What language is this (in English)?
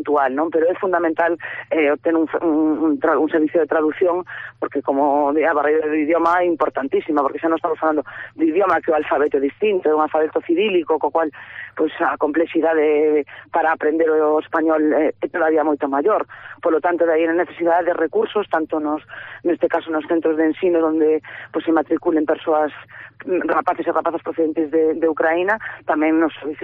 Galician